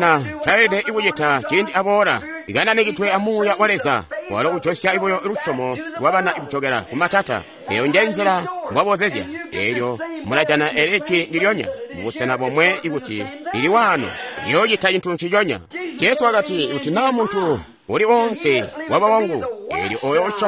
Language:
Tonga (Zambia)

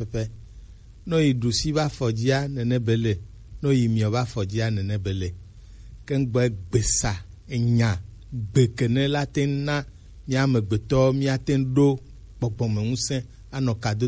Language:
Gen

